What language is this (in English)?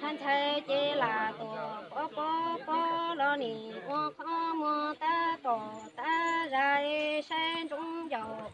Hmong